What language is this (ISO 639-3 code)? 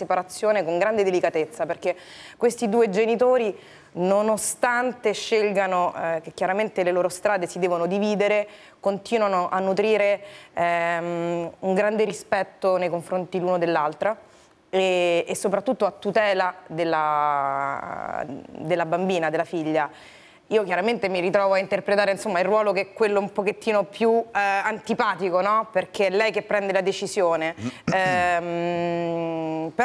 ita